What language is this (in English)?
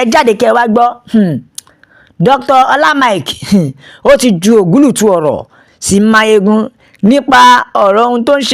Yoruba